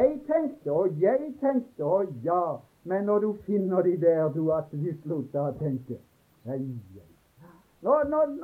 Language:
Norwegian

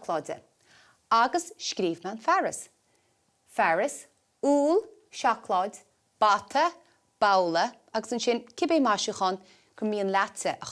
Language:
Irish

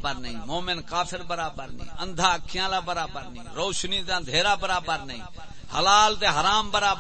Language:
Saraiki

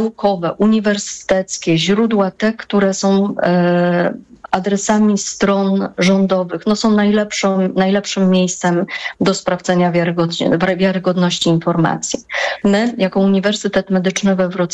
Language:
Polish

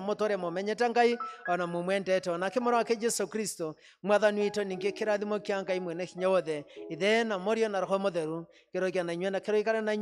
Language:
Kikuyu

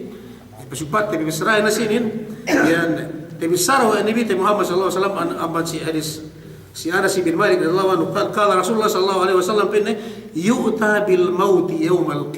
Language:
Yakan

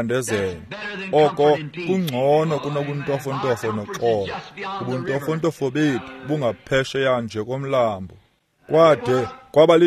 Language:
Xhosa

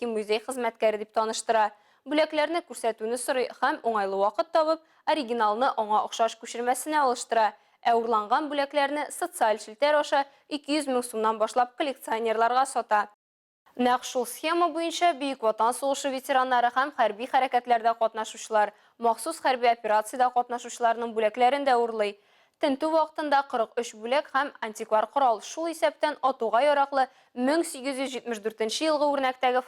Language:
Tatar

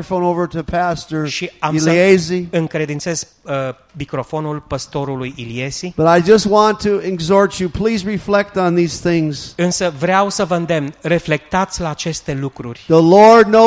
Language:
Romanian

